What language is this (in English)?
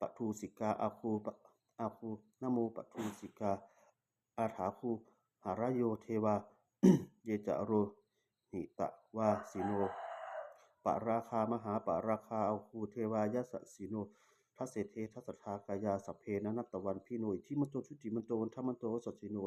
Pali